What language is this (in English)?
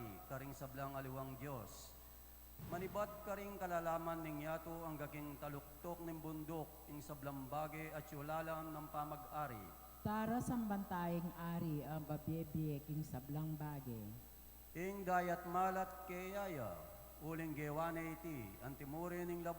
Pampanga